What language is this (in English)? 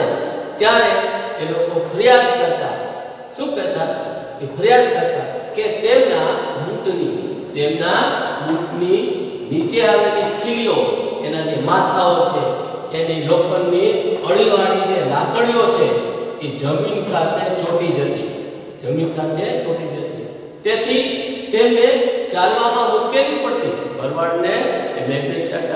Gujarati